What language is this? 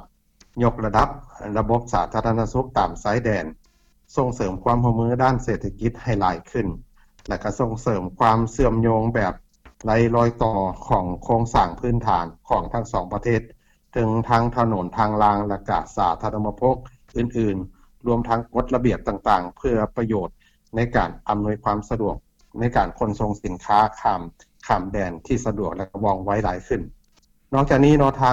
Lao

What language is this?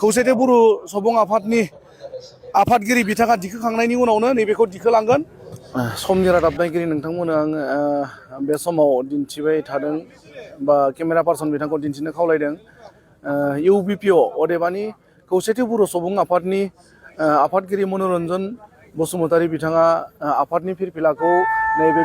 Bodo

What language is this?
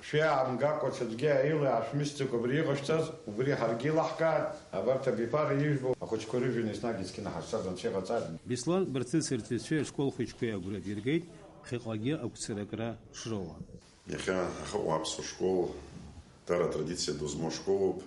Abkhazian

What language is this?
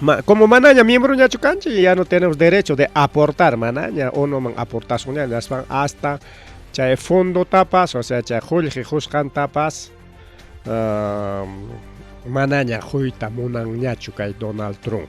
Ayacucho Quechua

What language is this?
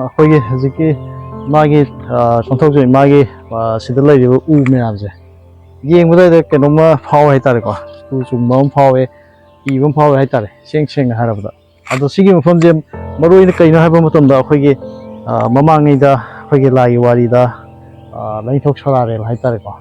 Manipuri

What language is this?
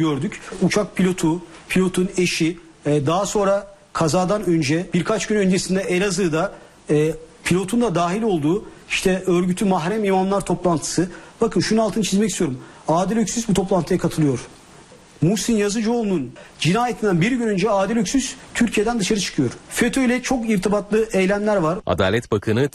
Turkish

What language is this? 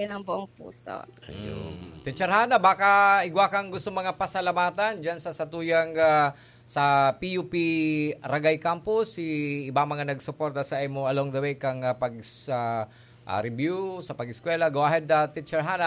Bikol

